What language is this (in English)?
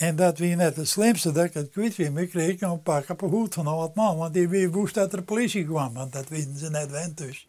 Western Frisian